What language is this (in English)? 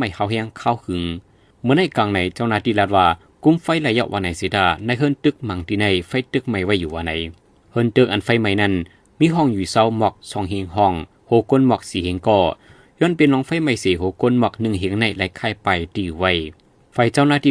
Shan